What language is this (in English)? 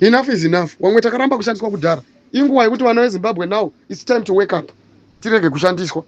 Shona